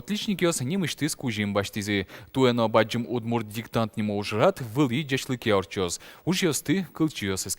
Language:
Udmurt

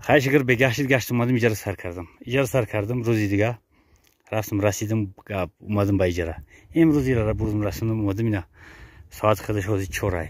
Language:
Tajik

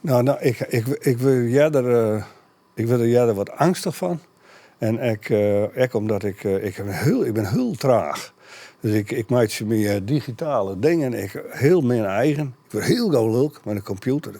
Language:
Western Frisian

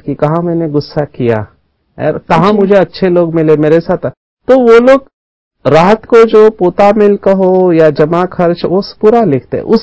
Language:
Hindi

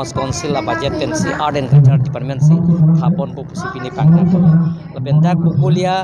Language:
Karbi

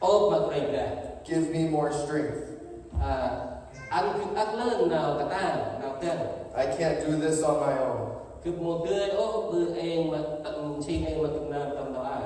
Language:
Central Mnong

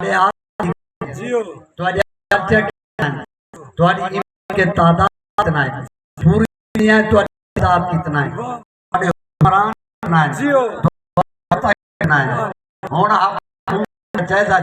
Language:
Saraiki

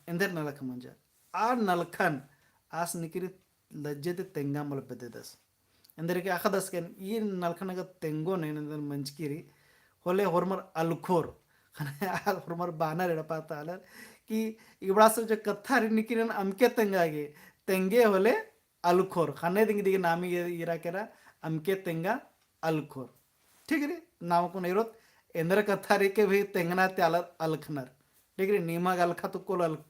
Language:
Kurukh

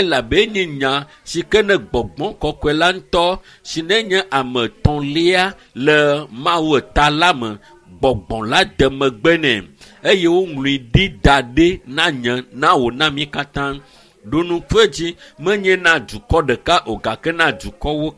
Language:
Ewe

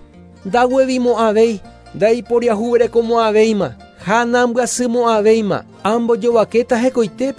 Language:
Guarani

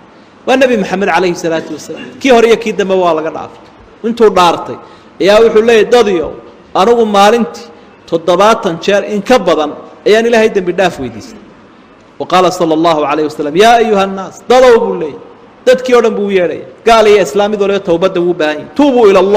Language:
Somali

